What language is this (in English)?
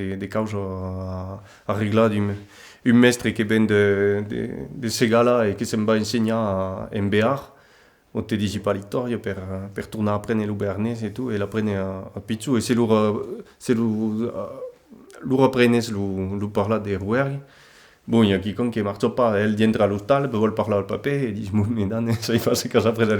Occitan